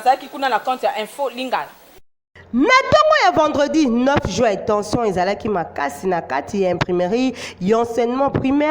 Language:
Lingala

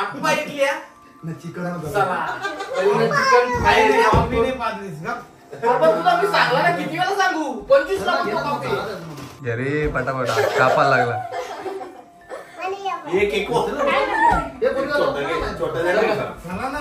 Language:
Marathi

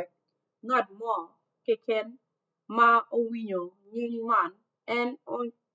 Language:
Acoli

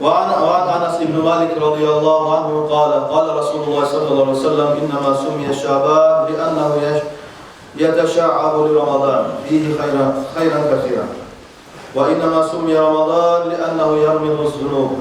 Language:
Kumyk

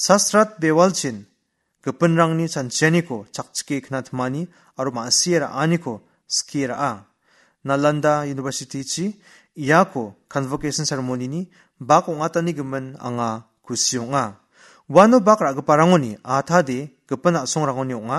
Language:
Garo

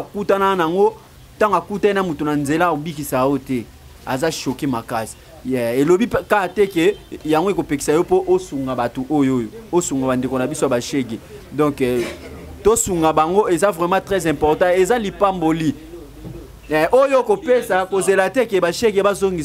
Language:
Lingala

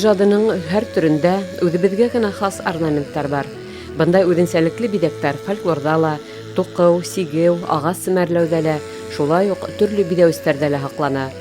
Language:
Bashkir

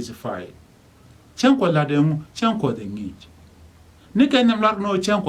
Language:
Nuer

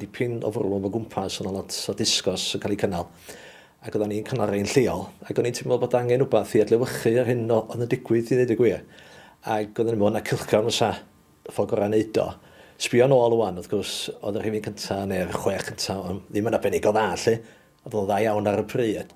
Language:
Welsh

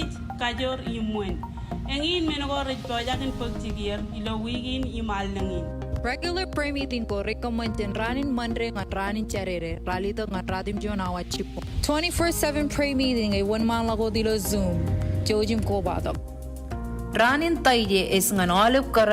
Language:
Marshallese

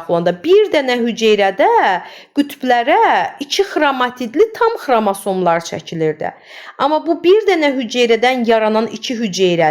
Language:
Azerbaijani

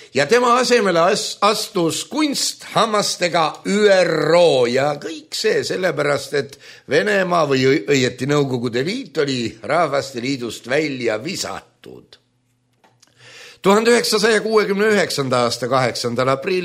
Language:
Estonian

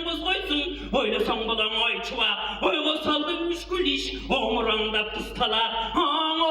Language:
Tuvinian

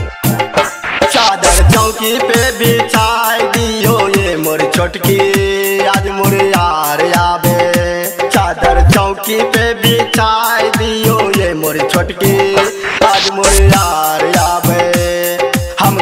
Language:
Bhojpuri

